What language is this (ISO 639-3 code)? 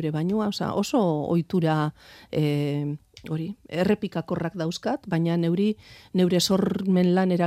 eus